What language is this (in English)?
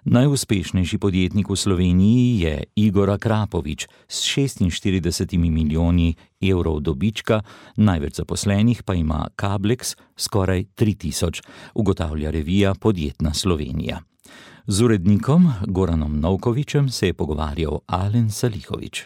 Slovenian